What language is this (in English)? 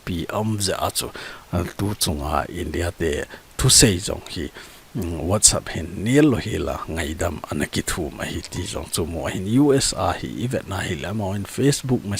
Thado Chin